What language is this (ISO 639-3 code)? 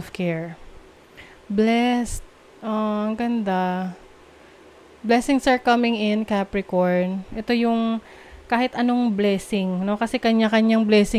fil